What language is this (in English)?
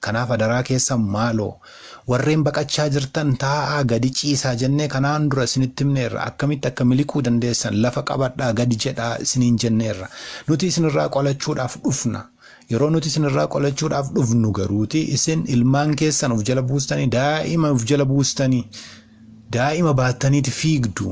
Oromo